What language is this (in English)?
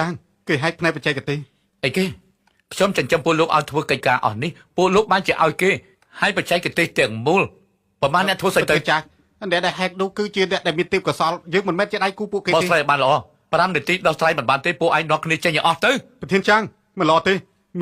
Khmer